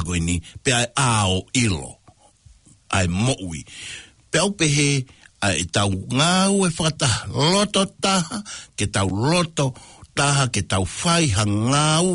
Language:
Tongan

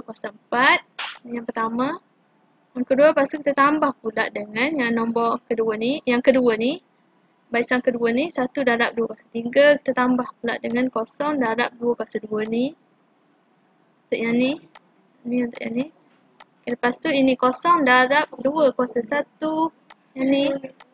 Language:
Malay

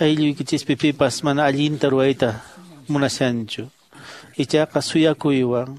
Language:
Quechua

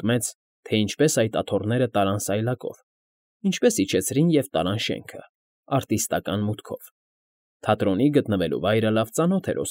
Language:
Armenian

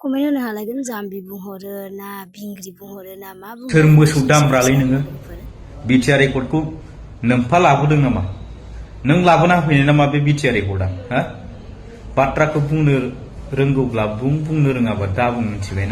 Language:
Bodo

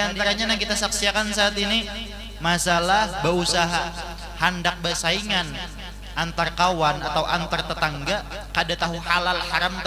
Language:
Banjar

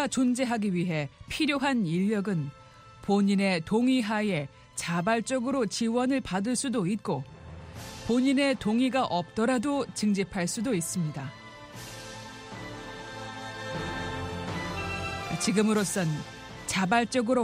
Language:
Korean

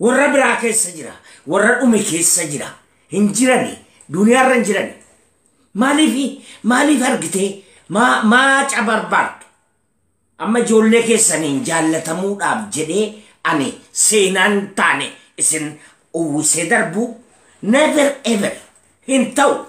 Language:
Oromo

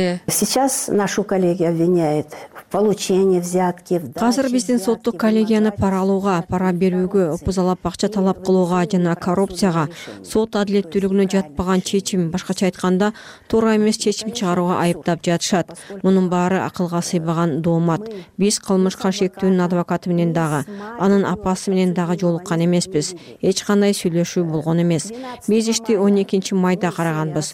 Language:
Kyrgyz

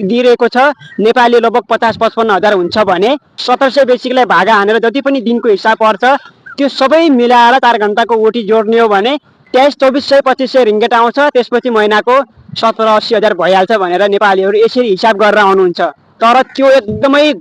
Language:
Nepali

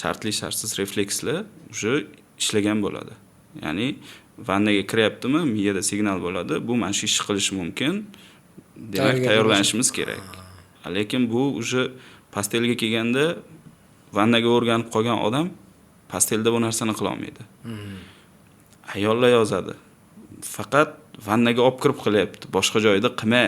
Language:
Uzbek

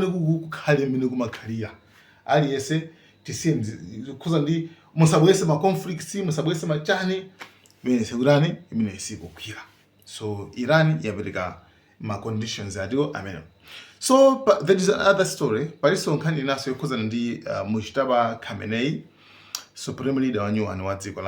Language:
Nyanja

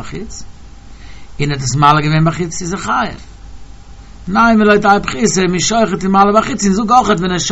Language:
Yiddish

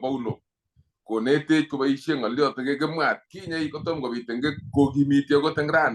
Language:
Kalenjin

